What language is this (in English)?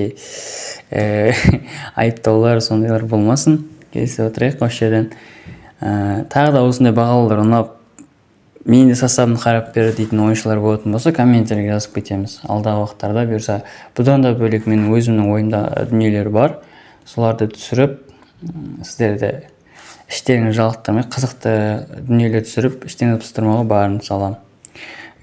Kazakh